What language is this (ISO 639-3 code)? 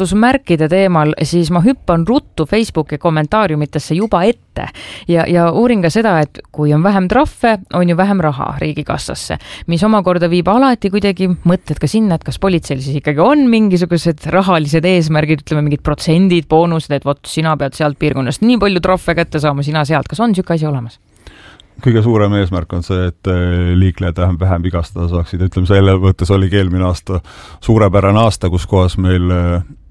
est